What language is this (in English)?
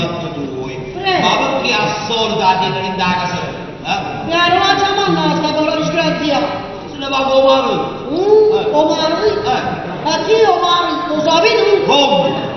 Neapolitan